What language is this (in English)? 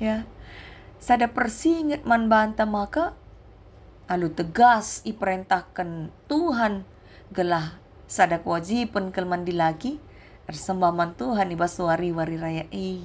Batak Karo